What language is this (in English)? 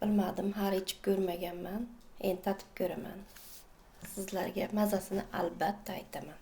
Uzbek